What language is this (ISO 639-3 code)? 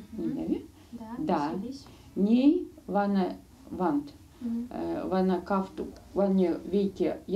myv